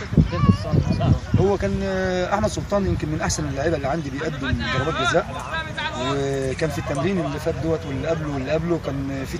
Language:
Egyptian Arabic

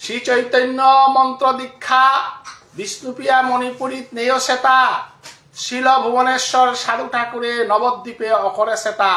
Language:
Bishnupriya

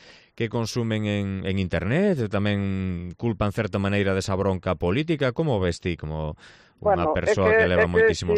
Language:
Galician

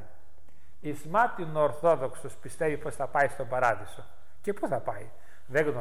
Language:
Greek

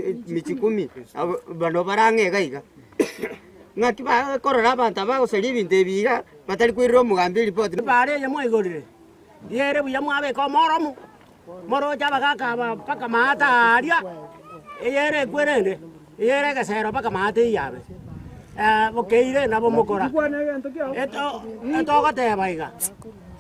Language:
Gusii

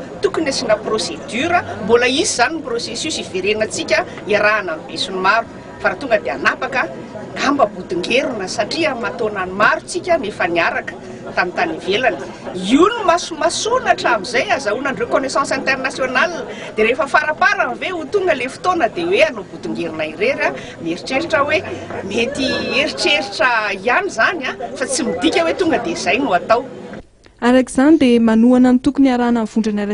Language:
Malagasy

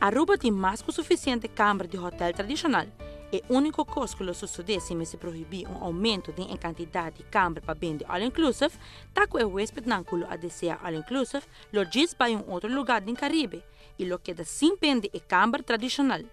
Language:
Papiamento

